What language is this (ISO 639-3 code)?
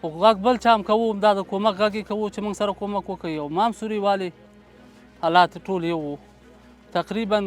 pus